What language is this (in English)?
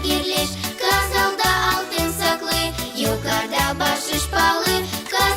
Gagauz